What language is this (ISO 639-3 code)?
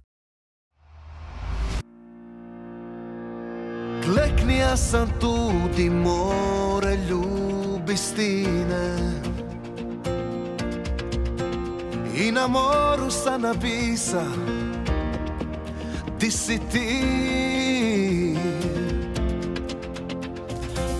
hrv